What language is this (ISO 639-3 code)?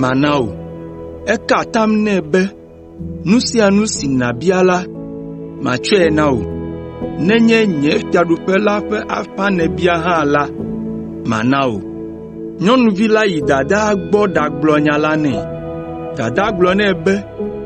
ewe